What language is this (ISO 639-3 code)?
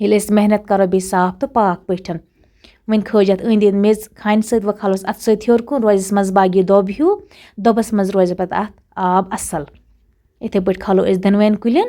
kas